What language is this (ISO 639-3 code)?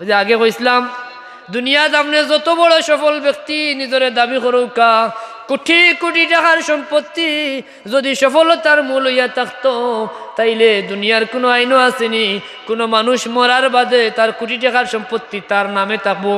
syl